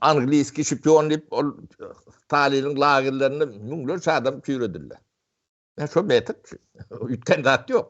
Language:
Turkmen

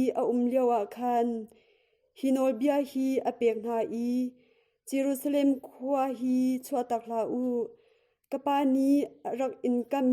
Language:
Hakha Chin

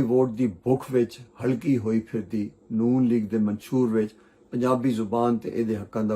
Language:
Western Panjabi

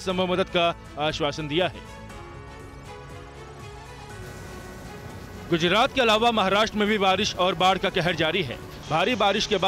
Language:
Hindi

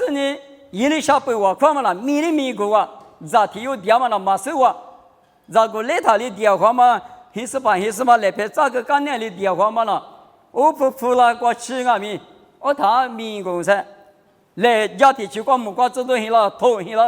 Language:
Lisu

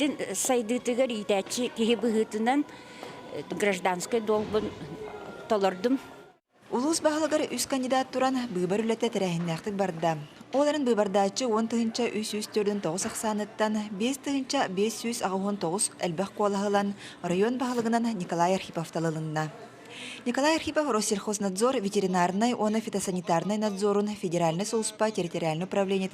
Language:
Yakut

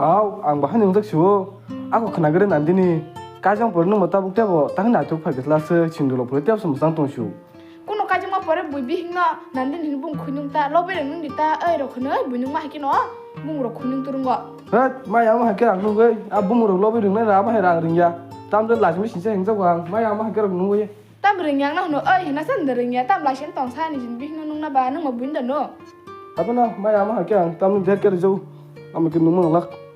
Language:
Kok Borok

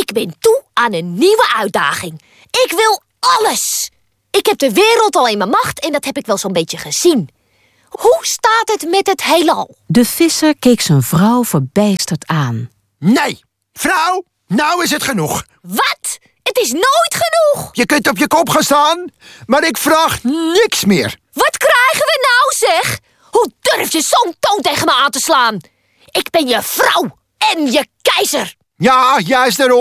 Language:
Dutch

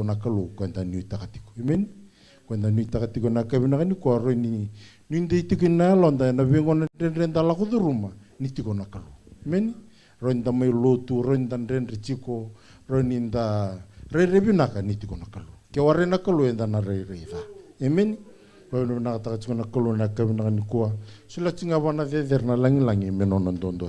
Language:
Fijian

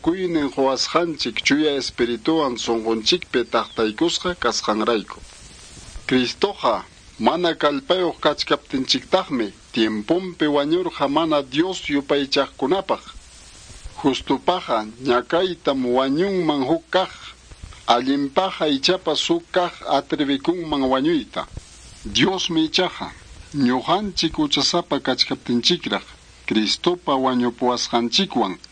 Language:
Quechua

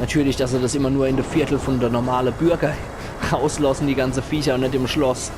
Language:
Palatine German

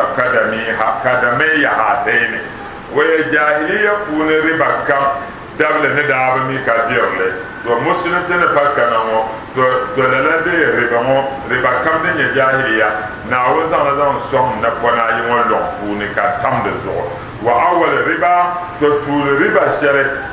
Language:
Dagbani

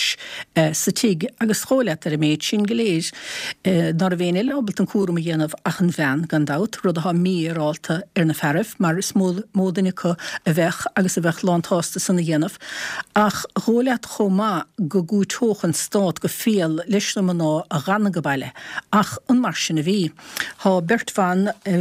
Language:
Irish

